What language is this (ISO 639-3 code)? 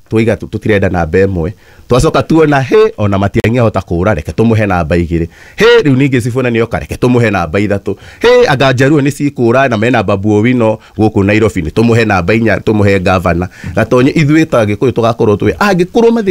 kik